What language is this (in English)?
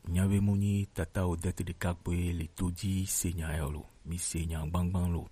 Gen